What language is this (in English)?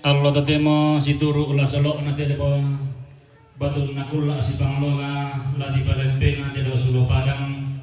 Toraja-Sa'dan